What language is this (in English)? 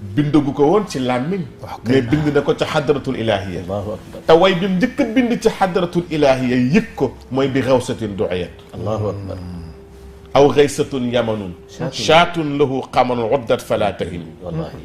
Wolof